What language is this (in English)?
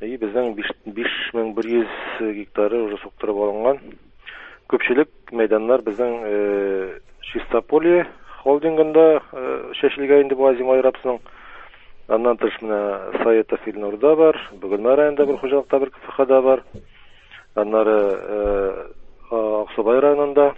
Tatar